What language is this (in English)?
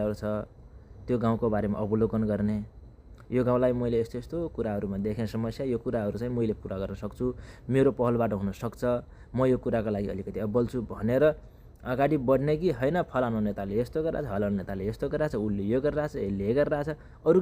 Nepali